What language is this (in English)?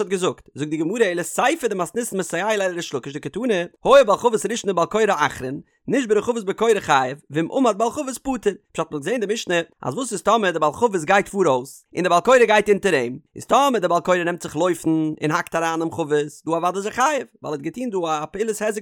Yiddish